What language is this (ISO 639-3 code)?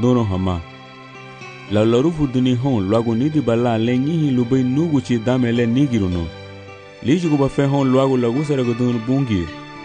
cab